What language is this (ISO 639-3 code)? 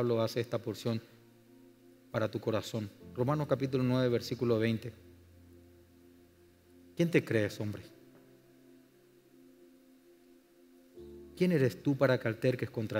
spa